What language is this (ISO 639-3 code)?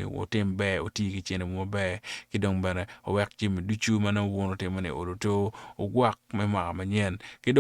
ach